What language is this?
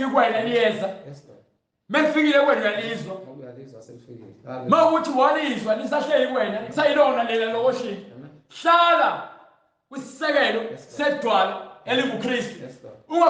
Zulu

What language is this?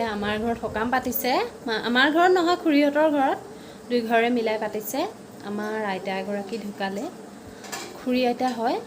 Assamese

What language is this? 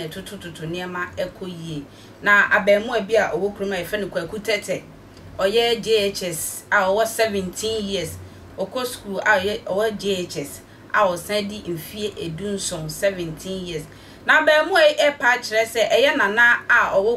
Akan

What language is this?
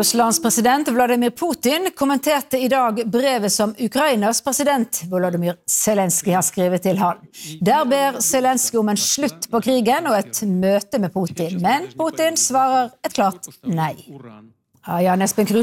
Norwegian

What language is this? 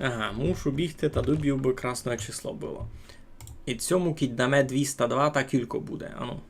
Rusyn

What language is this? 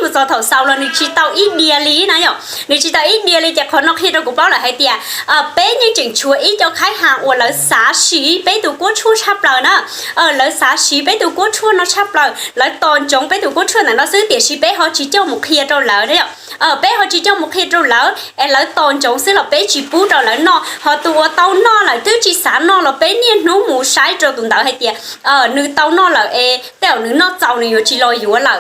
Hmong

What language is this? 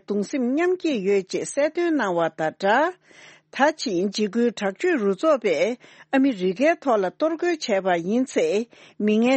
Tibetan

